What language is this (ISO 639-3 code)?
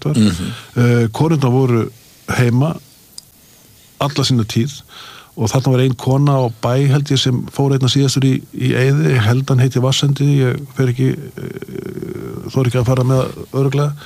isl